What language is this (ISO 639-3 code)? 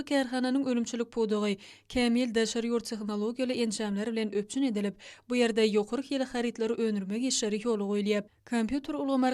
tuk